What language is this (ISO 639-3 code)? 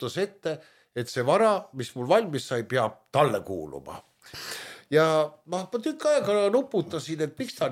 est